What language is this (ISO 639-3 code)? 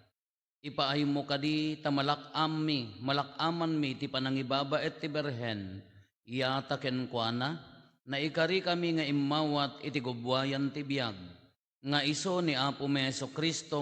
ilo